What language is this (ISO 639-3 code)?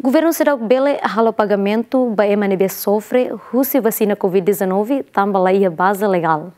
tet